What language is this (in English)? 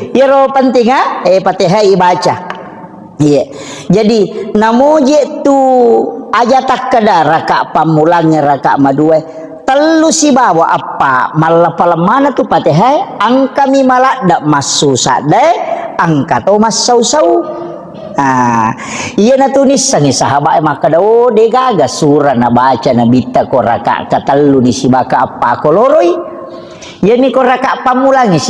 Buginese